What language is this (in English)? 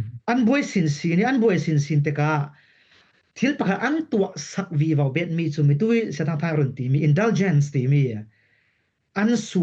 Falam Chin